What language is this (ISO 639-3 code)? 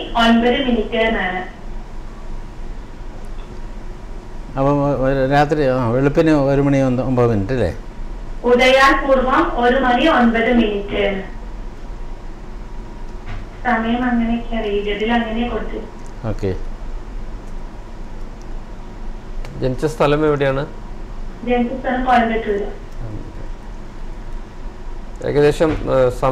mal